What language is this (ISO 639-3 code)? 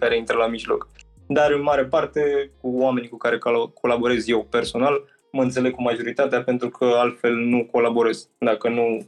ron